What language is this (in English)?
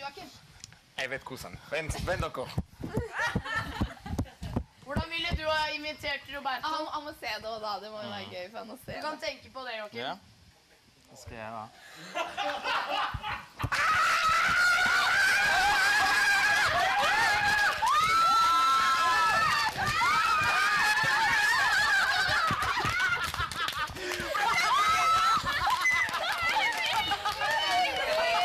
Norwegian